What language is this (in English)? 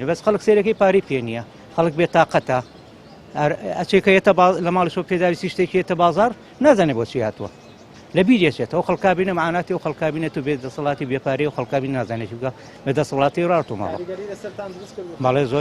Central Kurdish